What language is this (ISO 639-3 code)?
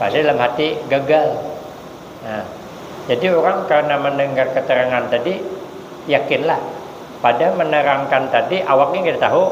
bjn